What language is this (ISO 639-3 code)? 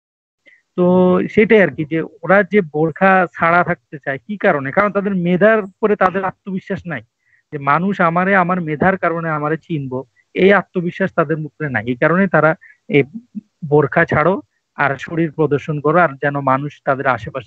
ben